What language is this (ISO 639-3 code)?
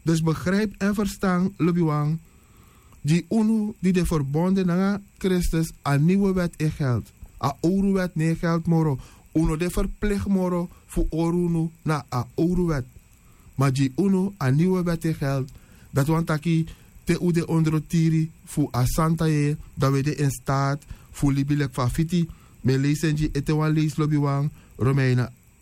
srn